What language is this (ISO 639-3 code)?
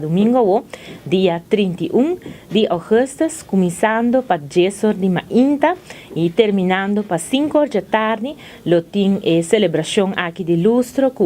pap